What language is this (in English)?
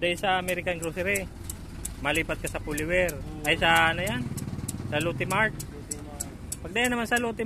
Bikol